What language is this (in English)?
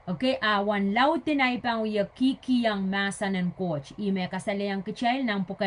Pohnpeian